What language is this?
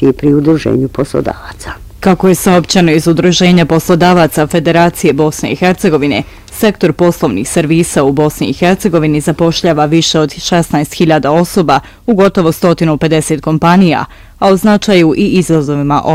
Bosnian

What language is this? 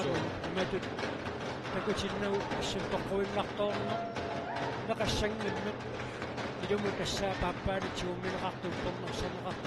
Kalaallisut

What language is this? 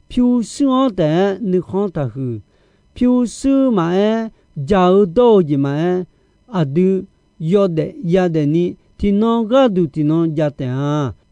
Akha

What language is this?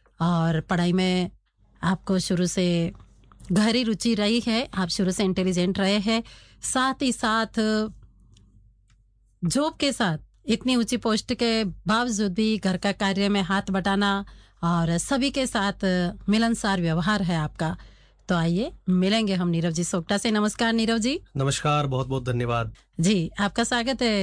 Hindi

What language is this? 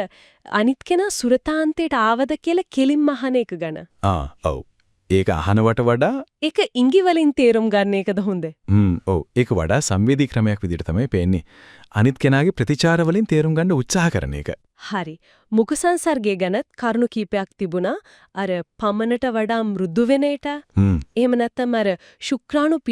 Sinhala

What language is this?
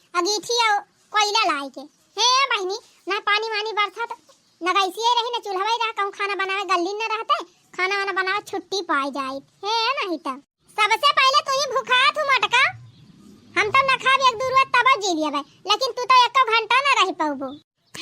Awadhi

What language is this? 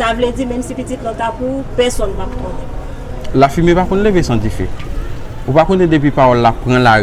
Haitian Creole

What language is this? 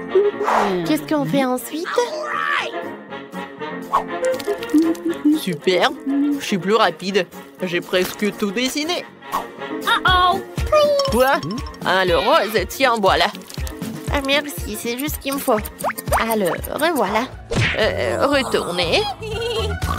French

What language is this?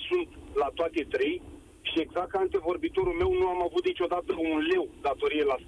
Romanian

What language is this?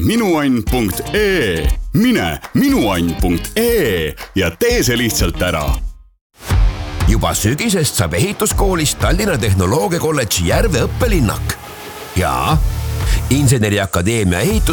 Estonian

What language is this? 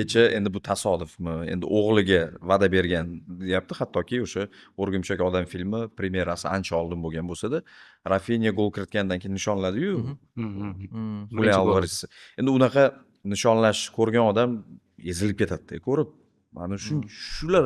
Uzbek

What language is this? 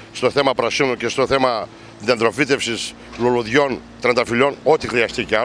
Greek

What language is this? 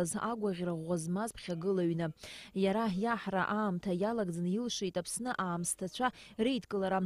Abkhazian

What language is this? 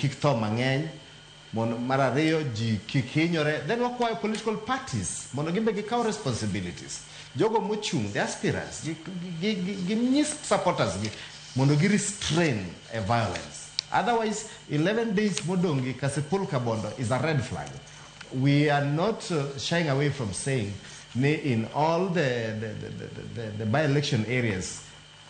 Luo (Kenya and Tanzania)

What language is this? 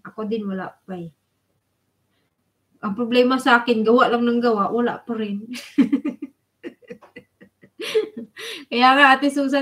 Filipino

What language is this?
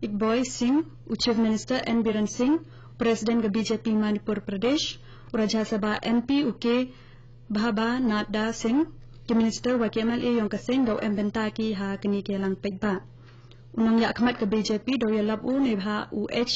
Khasi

